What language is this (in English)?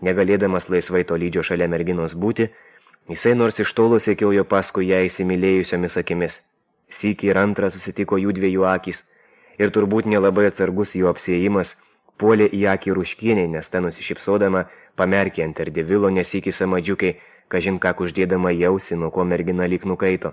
Lithuanian